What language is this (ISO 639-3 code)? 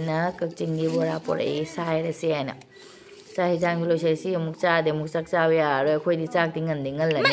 mni